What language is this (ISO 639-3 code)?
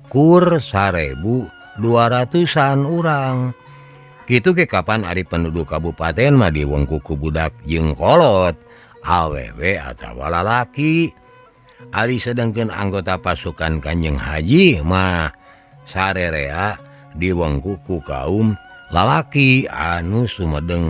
sun